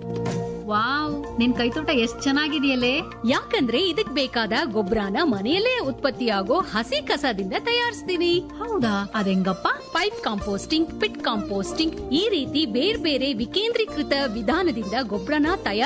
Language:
Kannada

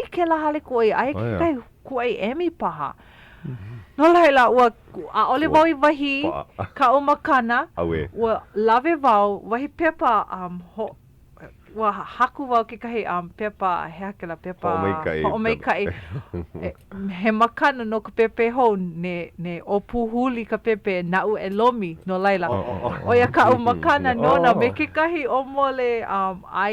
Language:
Hawaiian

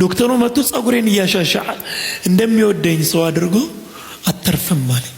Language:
Amharic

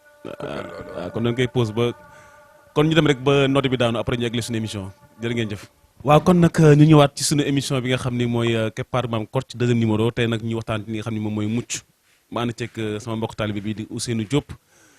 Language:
Wolof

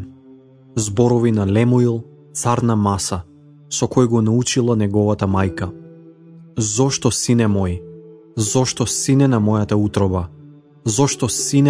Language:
Macedonian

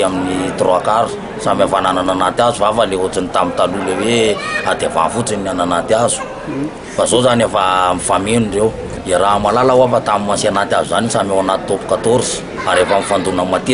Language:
Malagasy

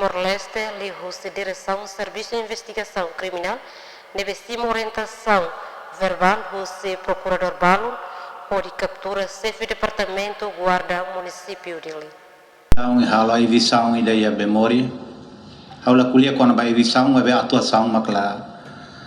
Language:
Tetum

